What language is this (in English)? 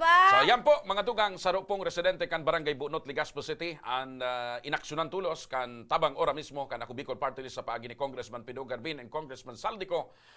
Bikol